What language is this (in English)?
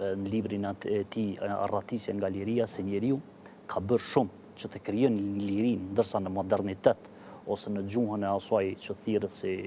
Albanian